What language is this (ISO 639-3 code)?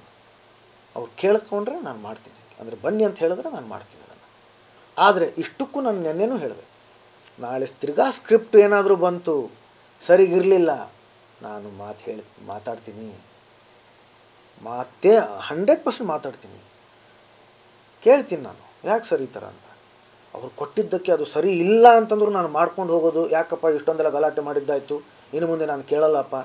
kan